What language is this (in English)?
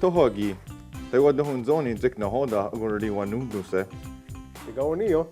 Mohawk